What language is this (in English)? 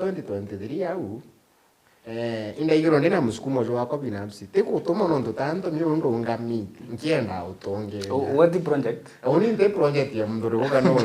Meru